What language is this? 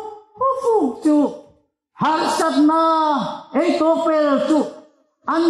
Hmar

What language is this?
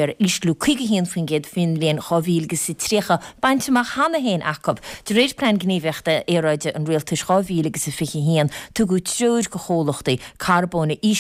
Irish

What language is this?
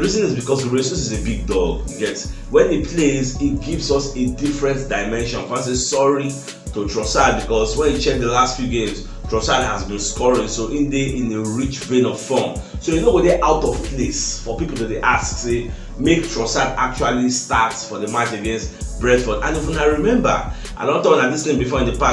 Nigerian Pidgin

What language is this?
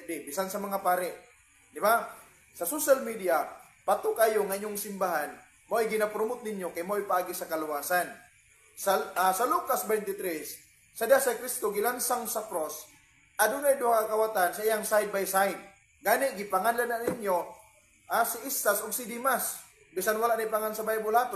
Cebuano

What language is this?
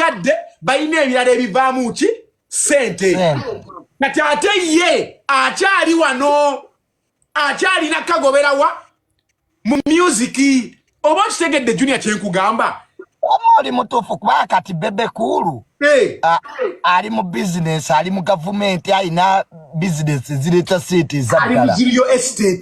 Ganda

